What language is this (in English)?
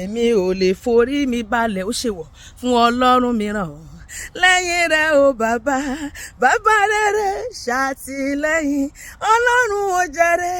Yoruba